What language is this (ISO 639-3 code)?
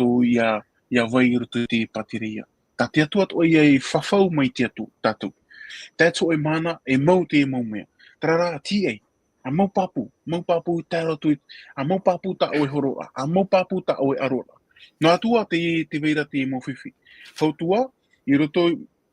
tah